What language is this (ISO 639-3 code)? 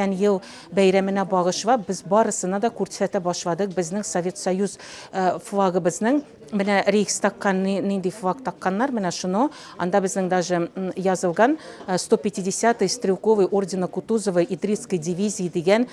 tat